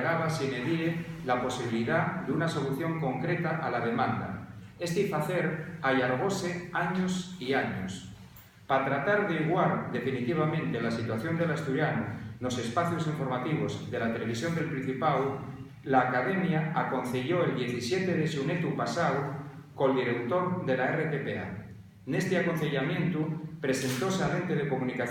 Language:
Asturian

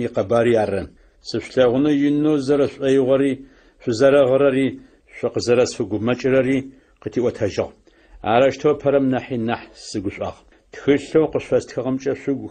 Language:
Adyghe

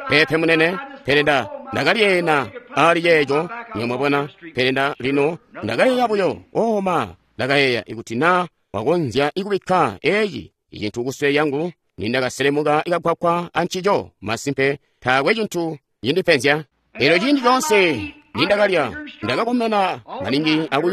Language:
Tonga (Zambia)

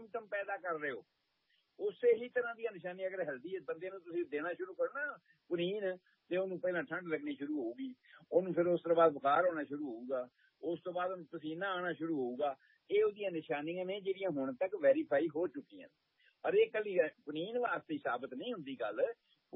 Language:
Punjabi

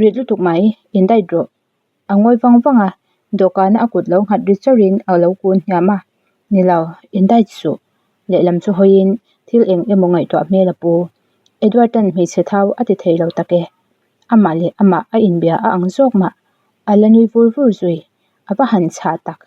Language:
Mizo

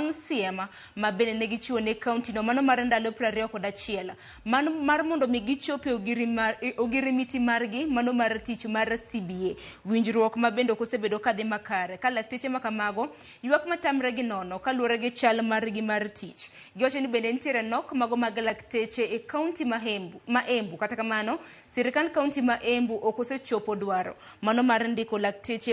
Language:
Luo (Kenya and Tanzania)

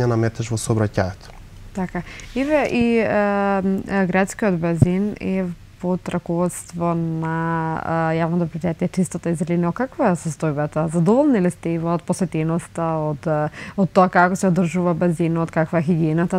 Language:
Macedonian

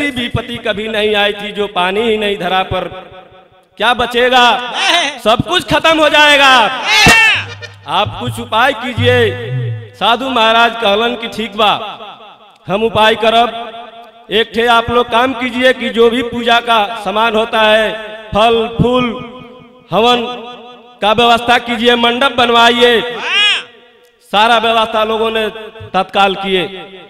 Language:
Bhojpuri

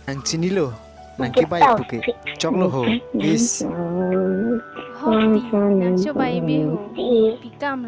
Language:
Karbi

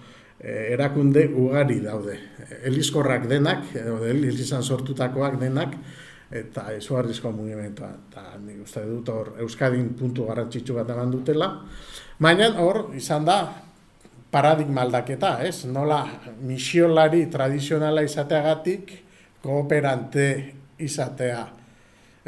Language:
Basque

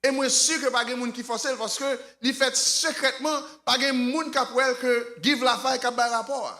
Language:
Haitian Creole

